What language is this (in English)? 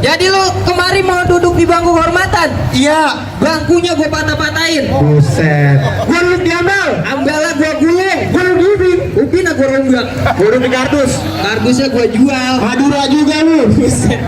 Betawi